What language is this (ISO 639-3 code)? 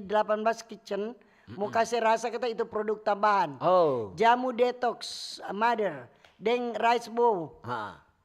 xmm